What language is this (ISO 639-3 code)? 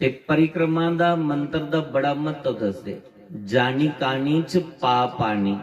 doi